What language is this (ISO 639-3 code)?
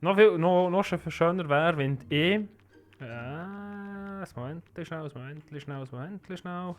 gsw